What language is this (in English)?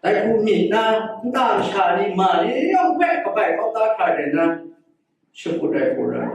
Kachin